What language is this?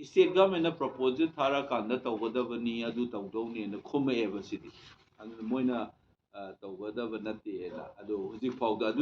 Manipuri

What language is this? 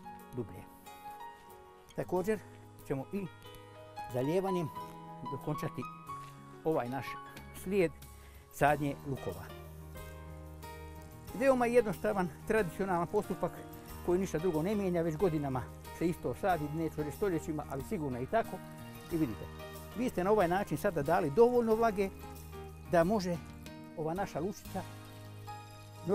Croatian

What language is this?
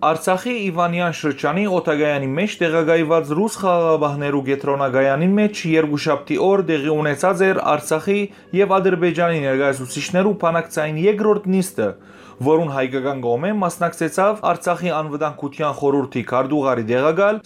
Western Armenian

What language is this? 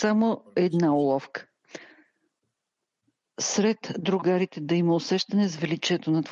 Bulgarian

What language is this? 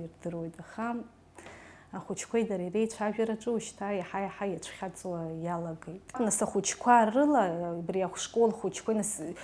Abkhazian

